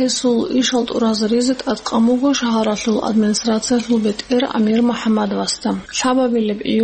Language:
Avaric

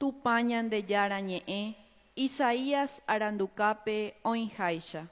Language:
Guarani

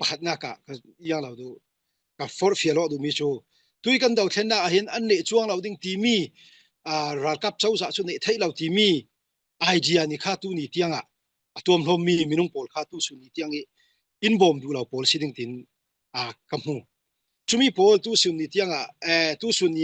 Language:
Falam Chin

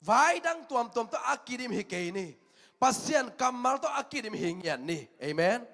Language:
Tedim Chin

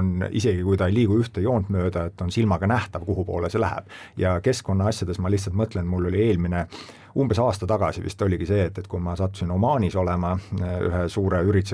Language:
Estonian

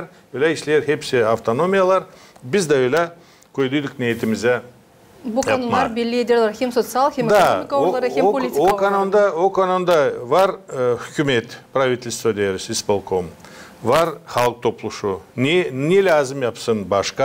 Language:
Gagauz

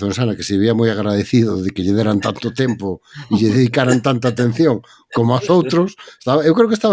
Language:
Galician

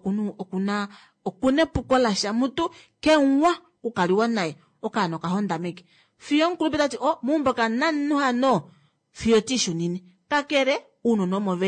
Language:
Kuanyama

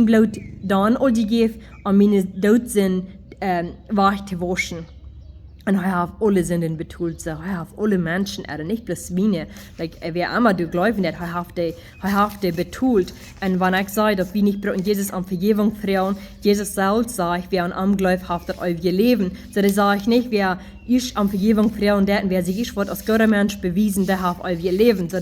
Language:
Plautdietsch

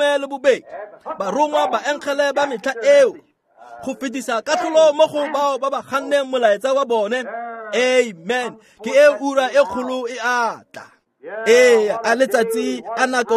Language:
Tswana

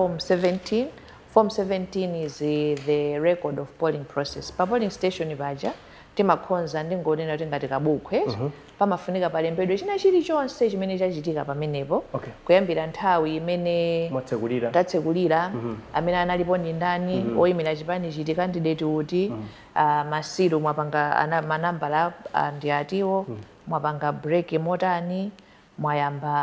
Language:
Nyanja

